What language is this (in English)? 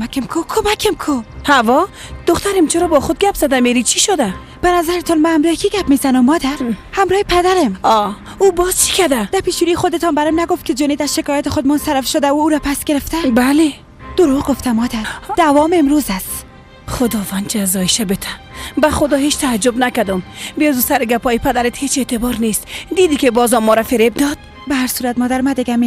Persian